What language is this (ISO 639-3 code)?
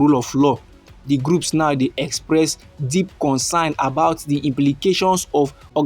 pcm